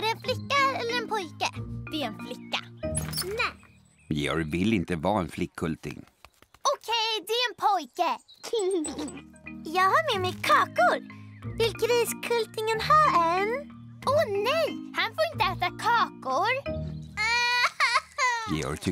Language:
Swedish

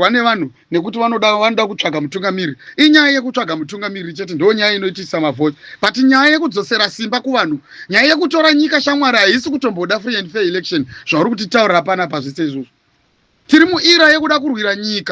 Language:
Shona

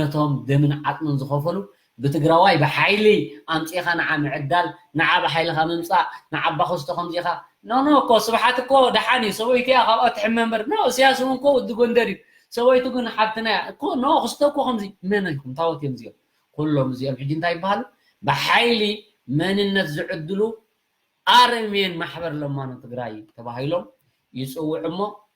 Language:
Tigrinya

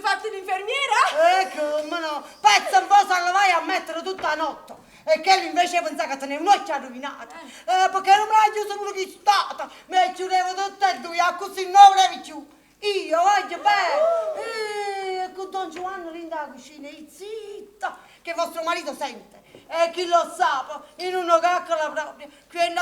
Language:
Neapolitan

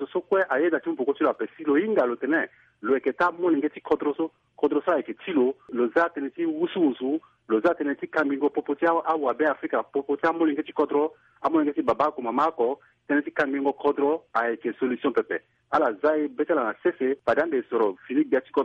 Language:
Sango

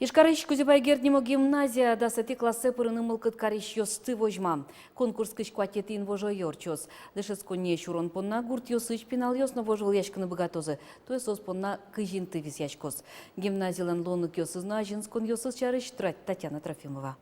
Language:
Udmurt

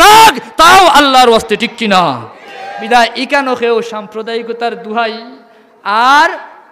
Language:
Sylheti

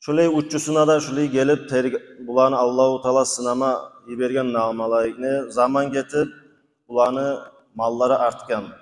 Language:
Kumyk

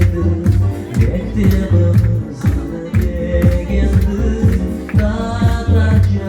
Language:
Crimean Tatar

